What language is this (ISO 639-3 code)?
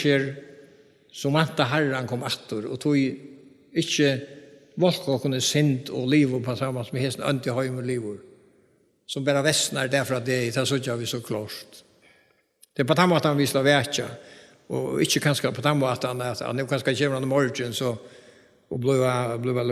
fao